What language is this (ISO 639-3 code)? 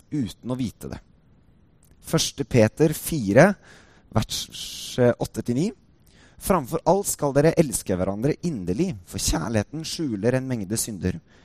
nor